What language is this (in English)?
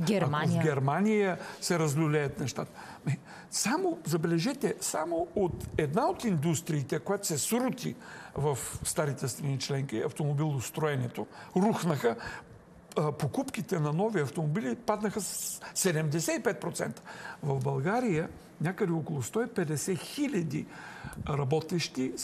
Bulgarian